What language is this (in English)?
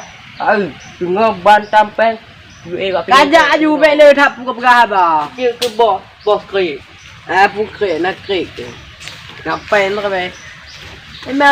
Achinese